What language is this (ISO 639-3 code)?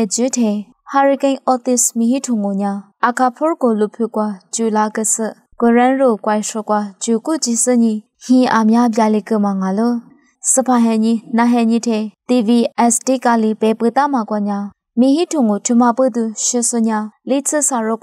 lis